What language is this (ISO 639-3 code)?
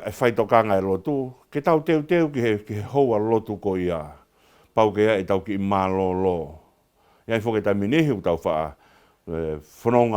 ton